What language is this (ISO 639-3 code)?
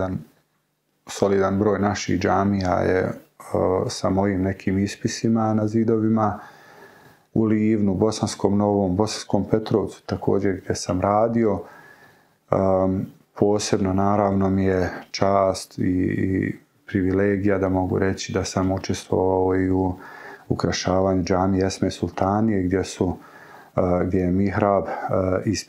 bos